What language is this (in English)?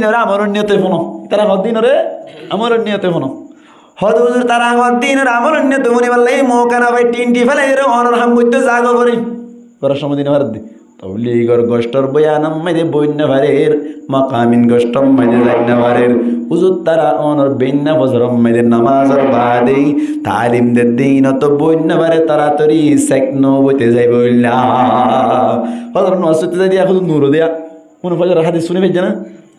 Rohingya